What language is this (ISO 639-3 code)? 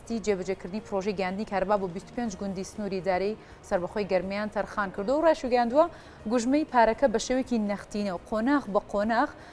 ckb